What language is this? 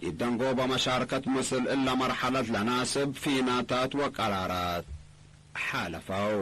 Tigre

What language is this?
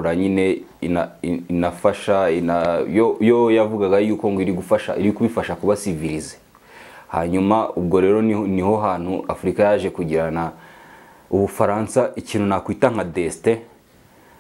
Kinyarwanda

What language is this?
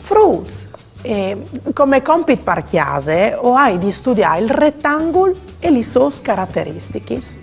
Friulian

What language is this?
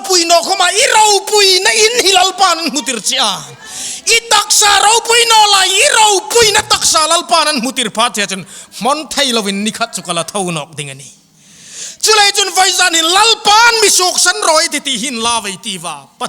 Hmar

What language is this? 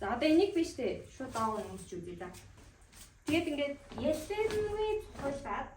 Mongolian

